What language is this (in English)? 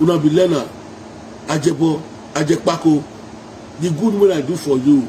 Nigerian Pidgin